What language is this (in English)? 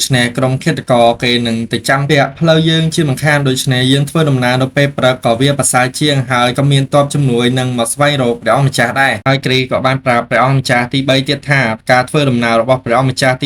Khmer